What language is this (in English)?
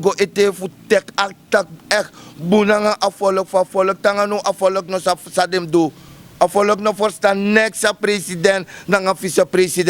Sranan Tongo